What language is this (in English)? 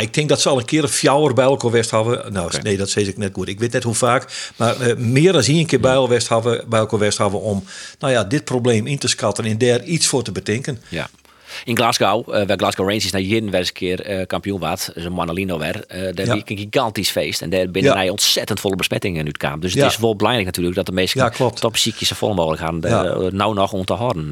Western Frisian